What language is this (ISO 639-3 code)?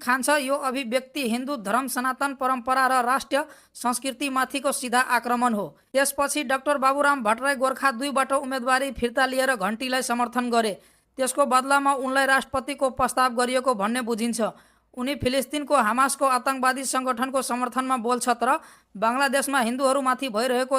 nep